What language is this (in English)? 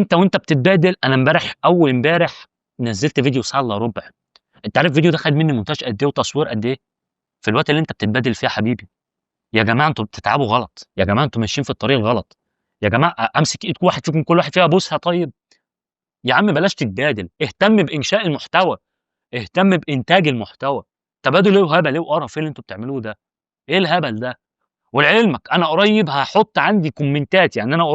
Egyptian Arabic